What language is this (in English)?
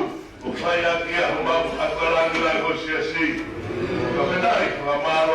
Tongan